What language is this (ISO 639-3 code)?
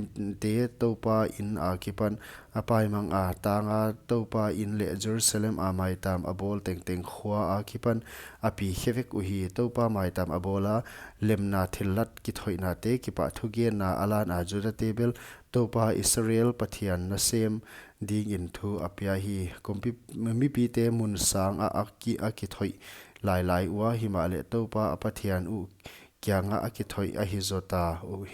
pck